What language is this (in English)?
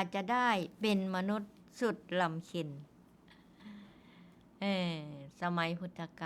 Northeastern Thai